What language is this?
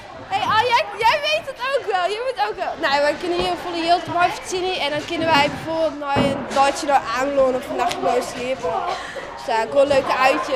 Western Frisian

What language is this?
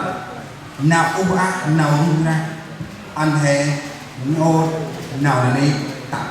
Central Mnong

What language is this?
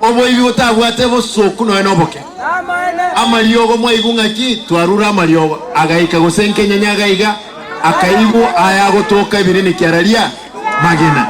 Gusii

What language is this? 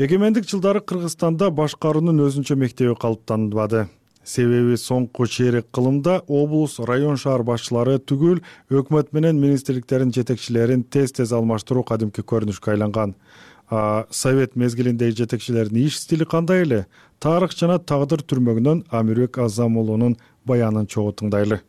Kyrgyz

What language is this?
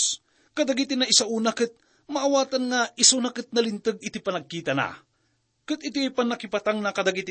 Iloko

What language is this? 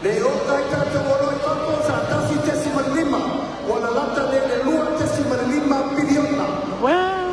Samoan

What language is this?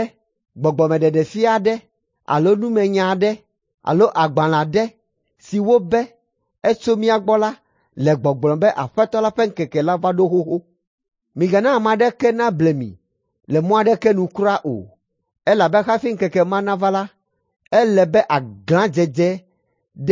Ewe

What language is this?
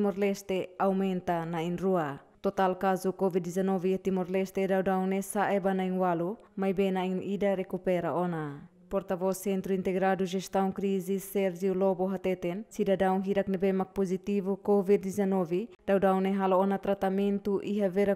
Tetum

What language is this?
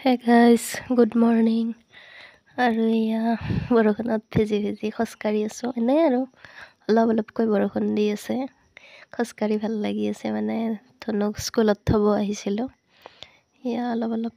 Assamese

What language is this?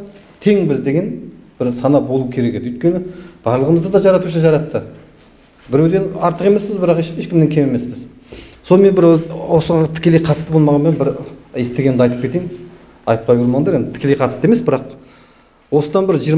Kazakh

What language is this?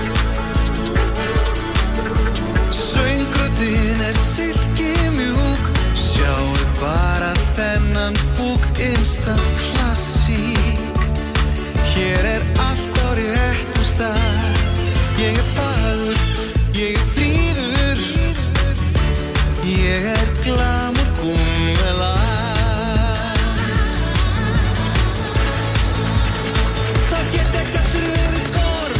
Icelandic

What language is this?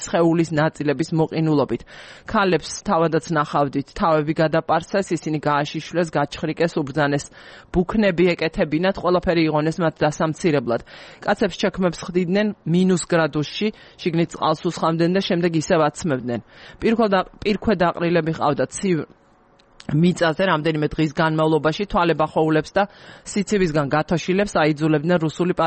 Georgian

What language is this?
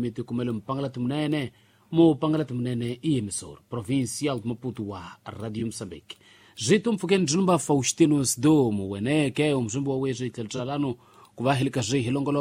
Tsonga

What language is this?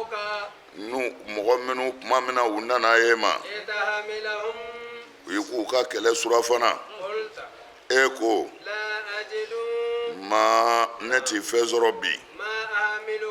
Bambara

